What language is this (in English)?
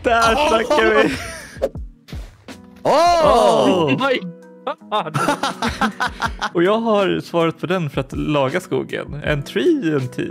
Swedish